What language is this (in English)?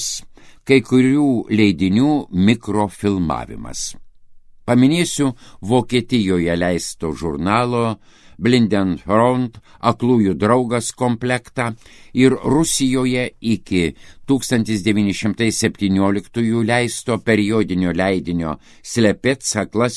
Lithuanian